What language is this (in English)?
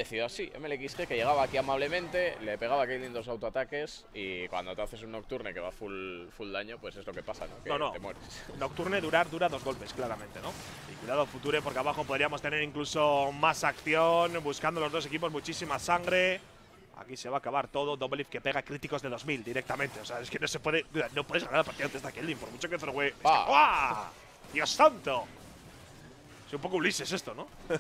Spanish